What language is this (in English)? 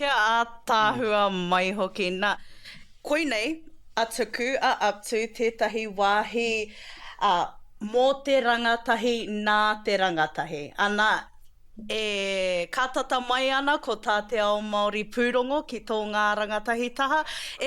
Māori